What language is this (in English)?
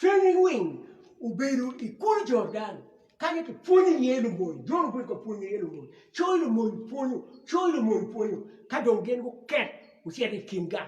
Acoli